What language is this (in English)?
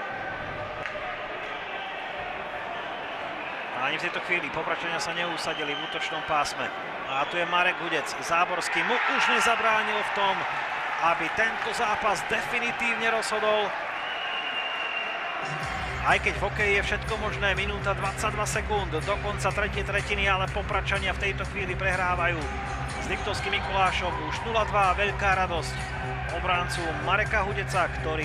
Slovak